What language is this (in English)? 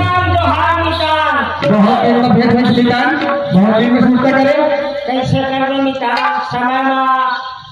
Chhattisgarhi